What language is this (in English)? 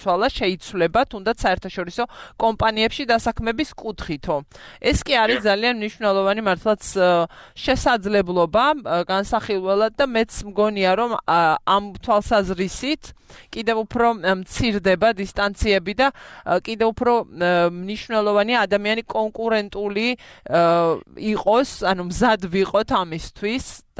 Georgian